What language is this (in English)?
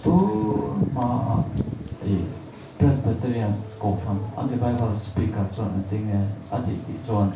Mizo